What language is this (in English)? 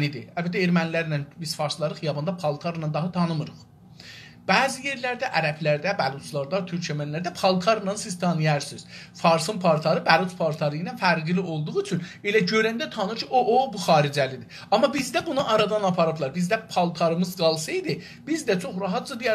South Azerbaijani